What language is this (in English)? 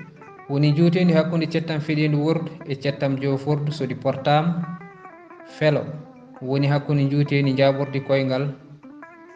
Fula